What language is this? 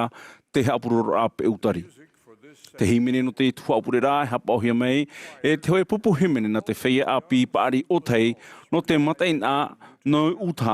Tahitian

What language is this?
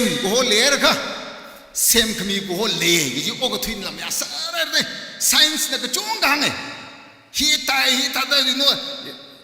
Tangkhul Naga (India)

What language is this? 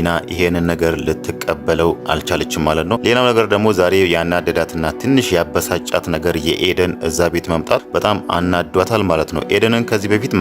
Amharic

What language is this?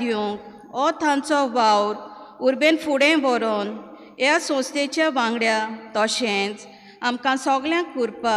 Konkani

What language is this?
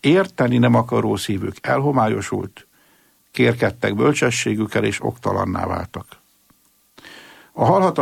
Hungarian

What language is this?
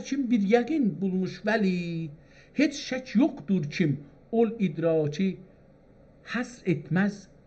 South Azerbaijani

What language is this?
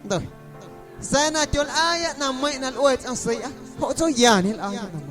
Guerrero Amuzgo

